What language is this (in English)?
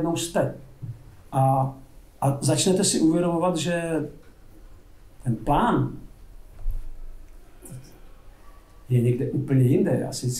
Czech